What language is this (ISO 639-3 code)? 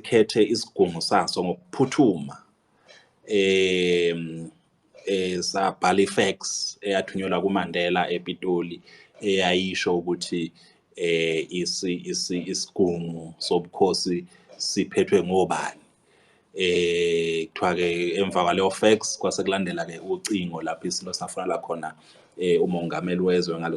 zul